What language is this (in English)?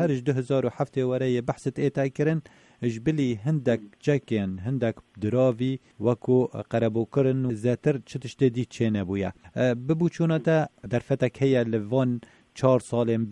Kurdish